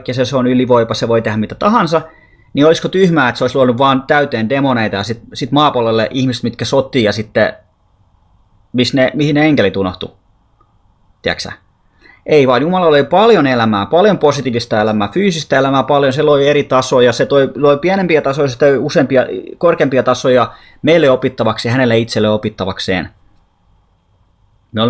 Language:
Finnish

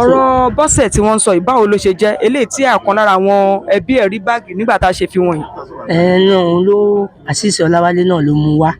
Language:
Yoruba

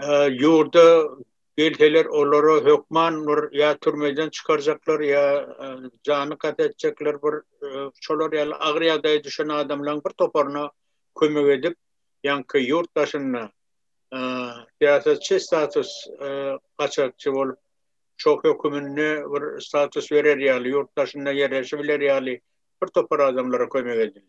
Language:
Turkmen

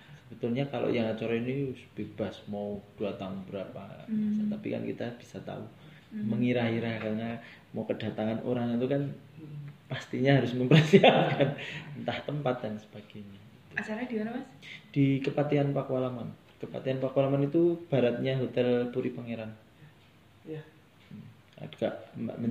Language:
Indonesian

